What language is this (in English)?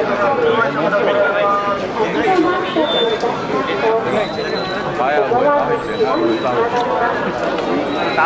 Japanese